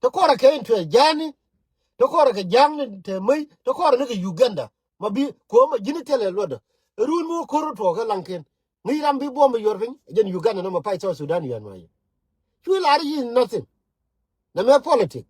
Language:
Nuer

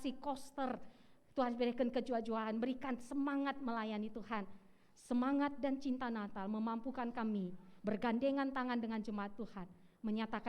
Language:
Batak Karo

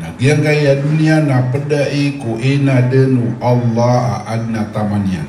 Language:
Maranao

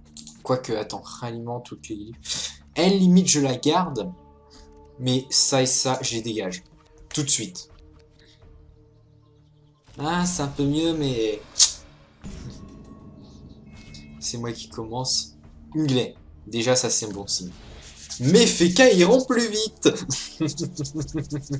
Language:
French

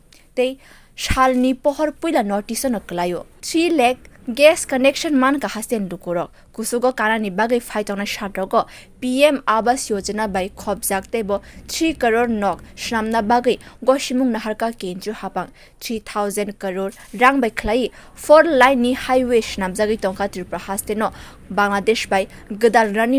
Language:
Kok Borok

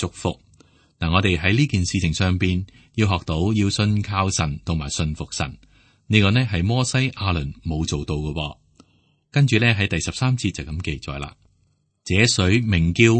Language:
Cantonese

